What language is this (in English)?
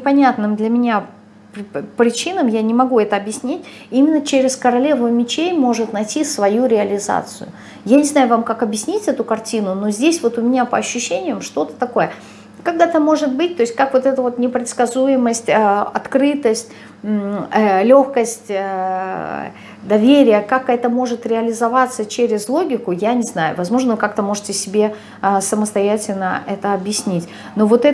Russian